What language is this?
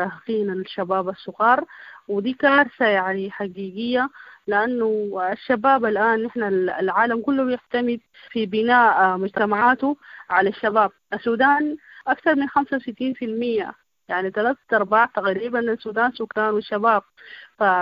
Sudanese Arabic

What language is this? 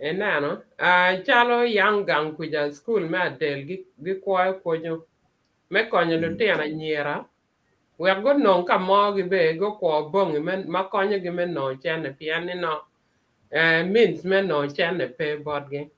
Acoli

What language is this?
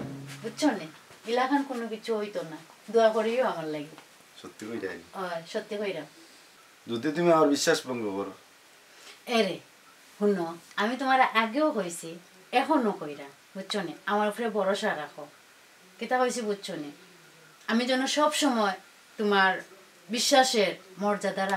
Sylheti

